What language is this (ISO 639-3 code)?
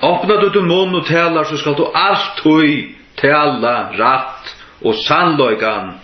fao